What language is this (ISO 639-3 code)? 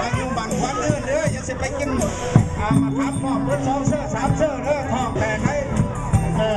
lao